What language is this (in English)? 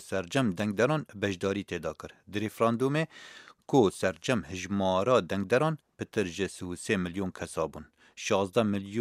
Kurdish